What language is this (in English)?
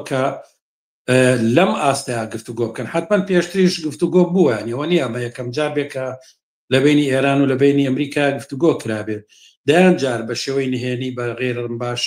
Central Kurdish